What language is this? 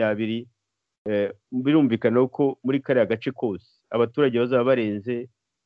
Kinyarwanda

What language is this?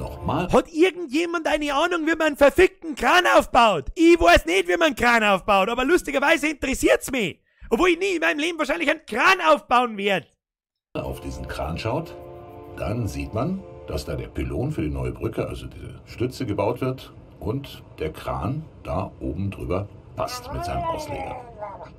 Bavarian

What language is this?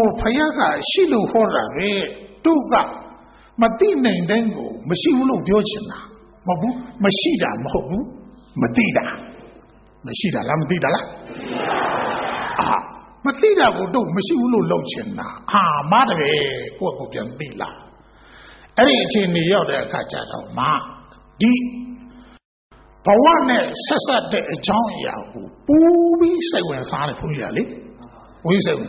Burmese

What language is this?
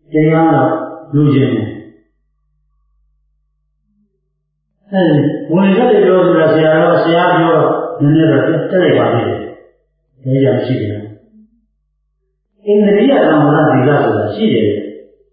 Burmese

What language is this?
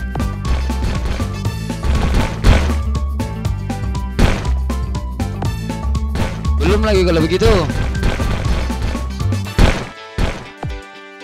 Indonesian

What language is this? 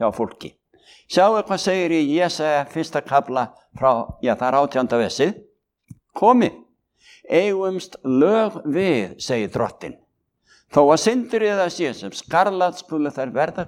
Icelandic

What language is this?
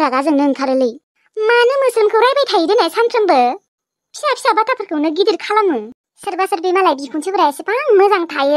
Bodo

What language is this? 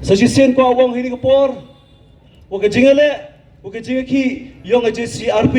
Pnar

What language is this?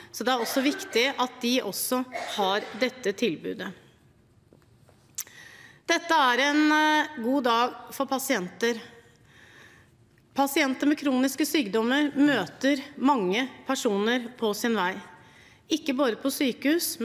Norwegian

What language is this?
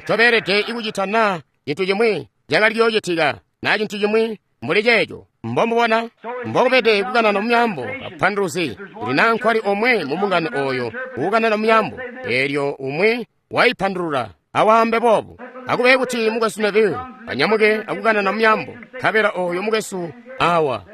Tonga (Zambia)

